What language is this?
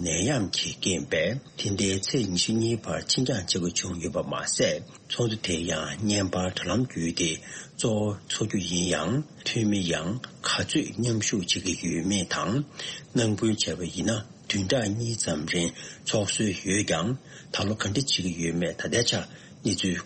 Tibetan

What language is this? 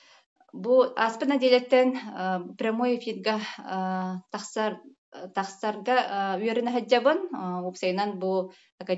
Yakut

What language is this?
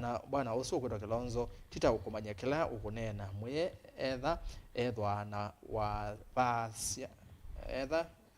Kamba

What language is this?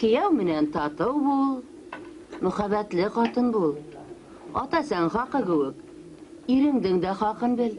Bashkir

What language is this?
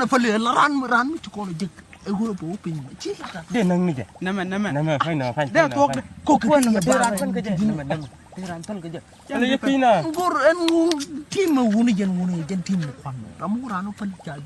Nuer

